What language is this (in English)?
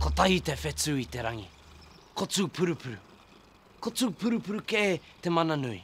Māori